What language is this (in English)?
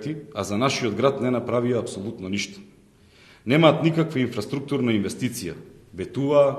Macedonian